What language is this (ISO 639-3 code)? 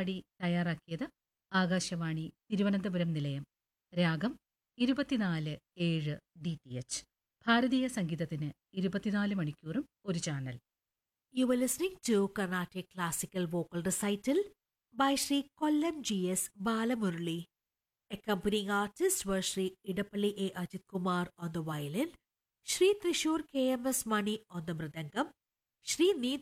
mal